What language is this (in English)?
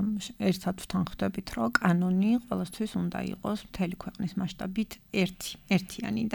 Georgian